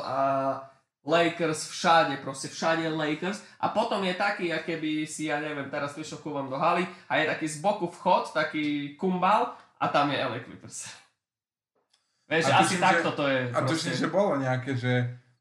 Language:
Slovak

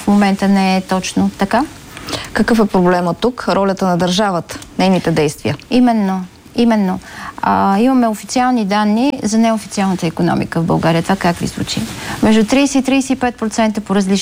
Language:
Bulgarian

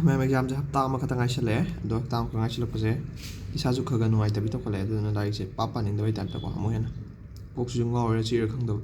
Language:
Manipuri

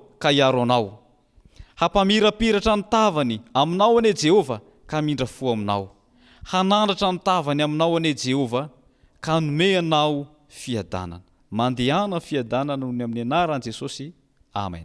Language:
Malagasy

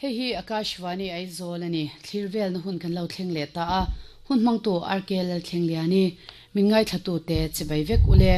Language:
Mizo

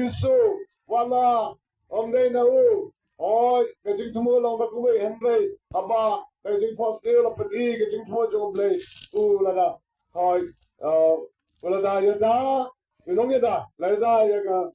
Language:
Khasi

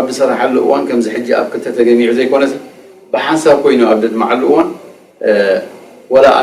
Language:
Tigrinya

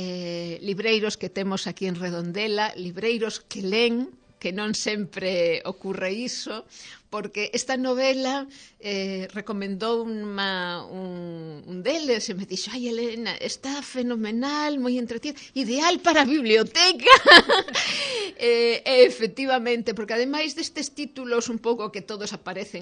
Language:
Galician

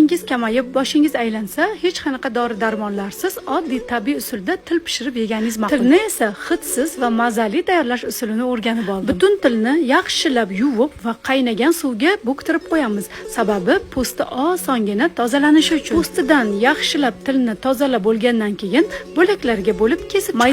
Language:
Uzbek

